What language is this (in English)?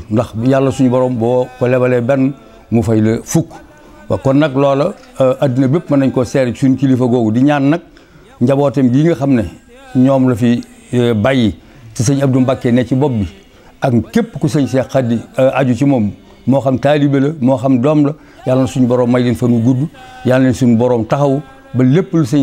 Wolof